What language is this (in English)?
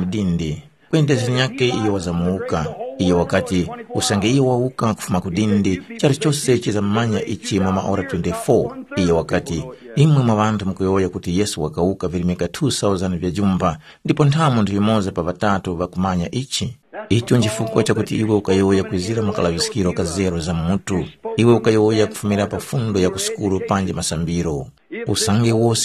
Tumbuka